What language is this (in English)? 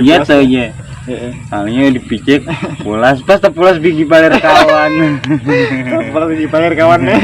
Banjar